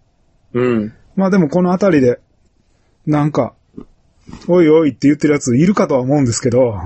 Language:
Japanese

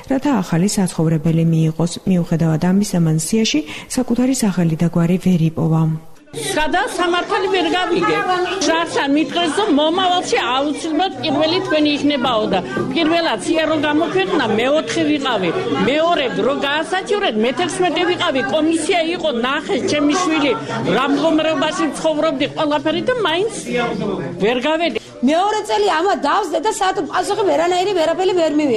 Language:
Georgian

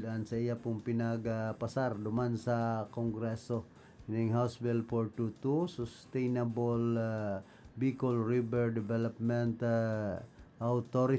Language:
Bikol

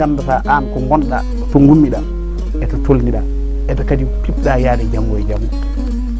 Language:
Fula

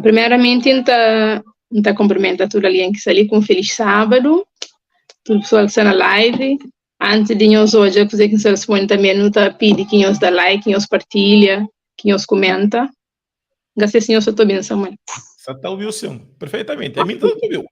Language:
Kabuverdianu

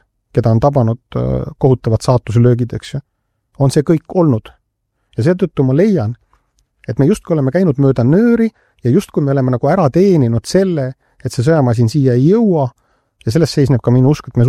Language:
Estonian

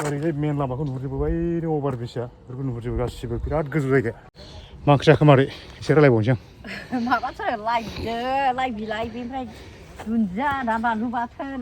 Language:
Bodo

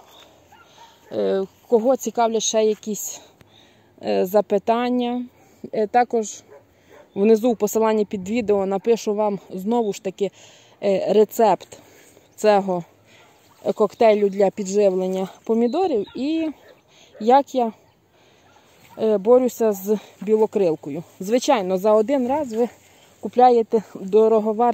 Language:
Ukrainian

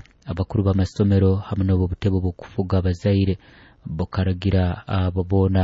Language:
Nyoro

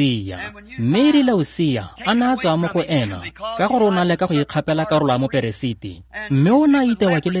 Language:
Tswana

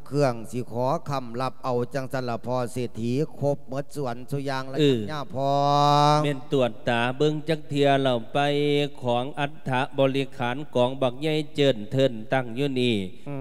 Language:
Lao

